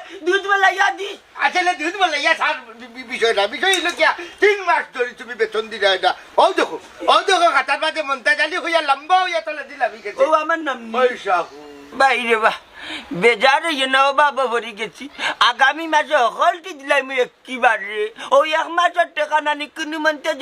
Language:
Sylheti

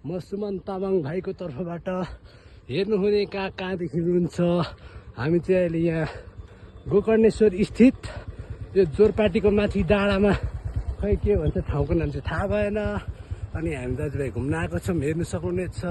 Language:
Nepali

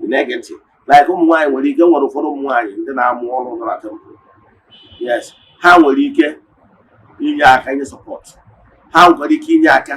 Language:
Igbo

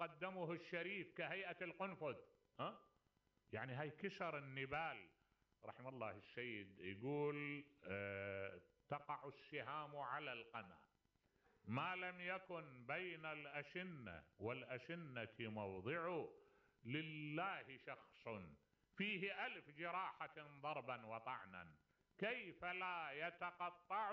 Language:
Mesopotamian Arabic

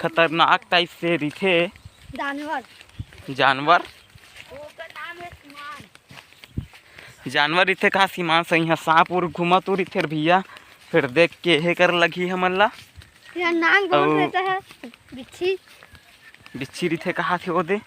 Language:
Chhattisgarhi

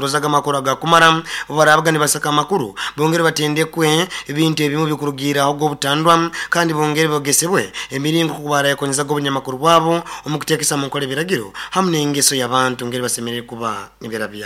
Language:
Nyoro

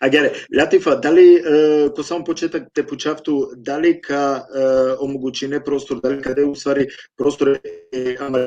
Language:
Balkan Romani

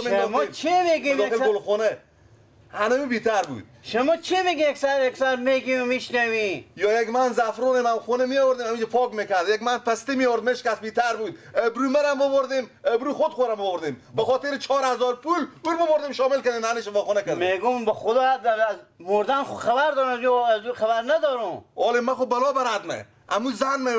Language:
Persian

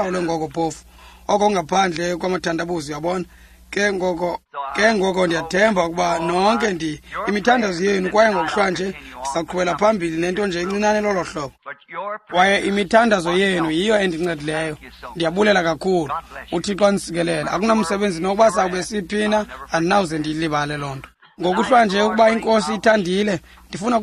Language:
Xhosa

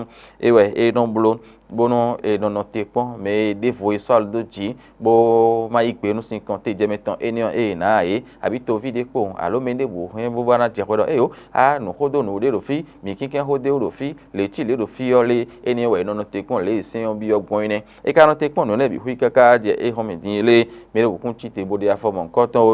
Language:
Fon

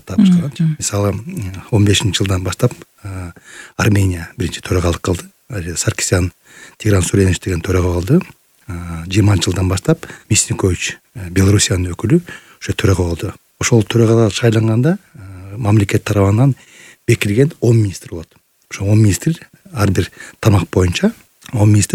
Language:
Kyrgyz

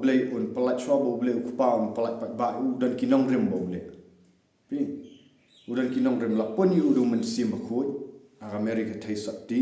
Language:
Khasi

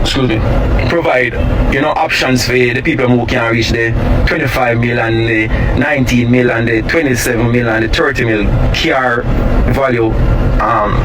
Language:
Jamaican Creole English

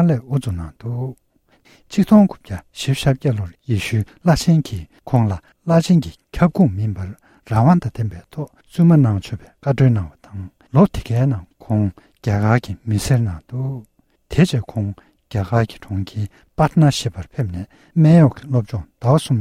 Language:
Tibetan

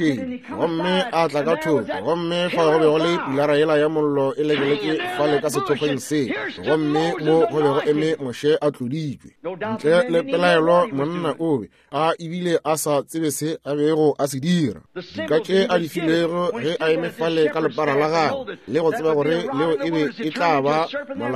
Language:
Northern Sotho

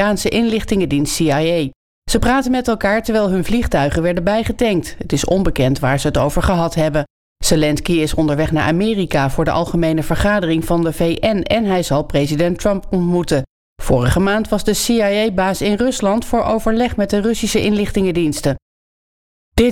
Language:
Dutch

